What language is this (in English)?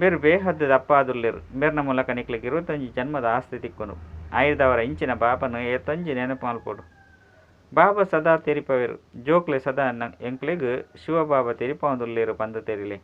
Tulu